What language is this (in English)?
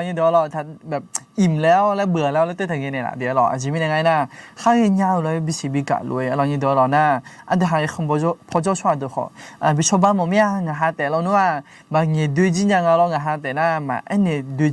Akha